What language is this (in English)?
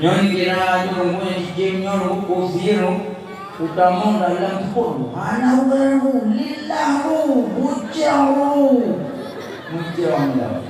Achinese